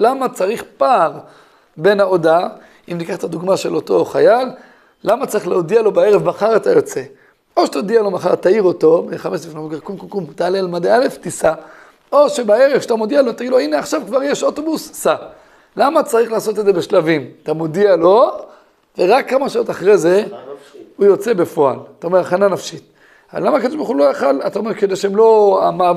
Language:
Hebrew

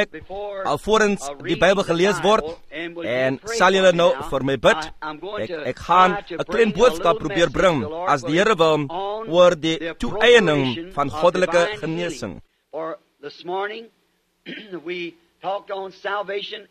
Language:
Afrikaans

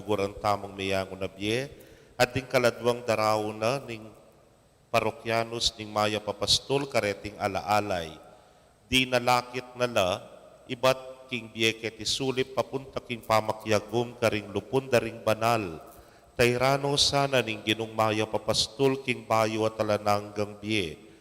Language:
Pampanga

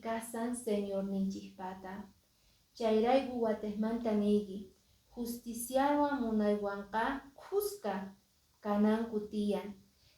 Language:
Quechua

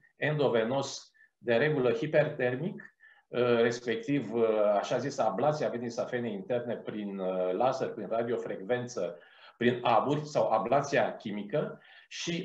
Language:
Romanian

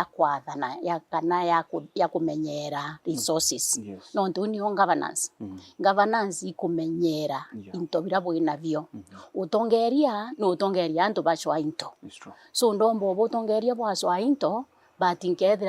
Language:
Meru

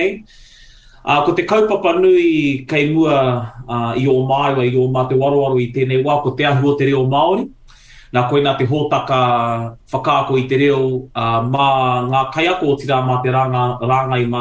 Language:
Māori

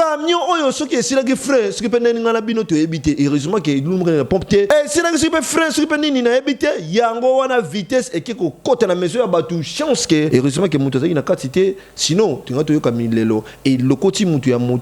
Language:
Lingala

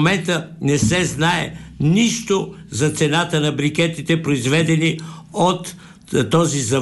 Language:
Bulgarian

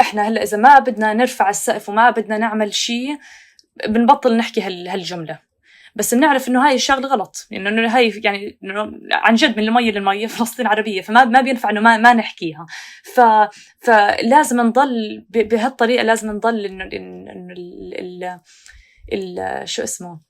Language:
North Levantine Arabic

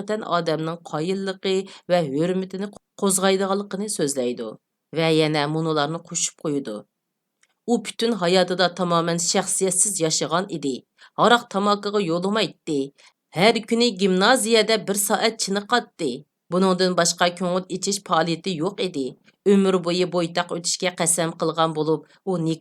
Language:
Uyghur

